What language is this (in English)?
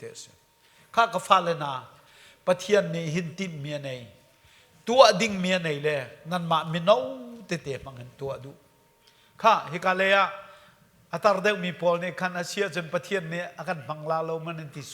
Hakha Chin